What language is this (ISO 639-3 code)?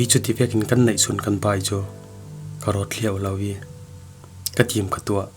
cfm